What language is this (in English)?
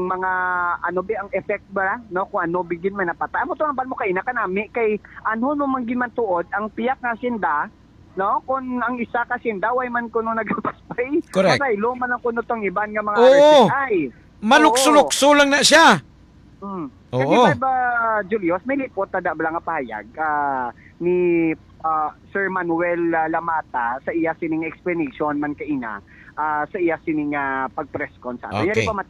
Hiligaynon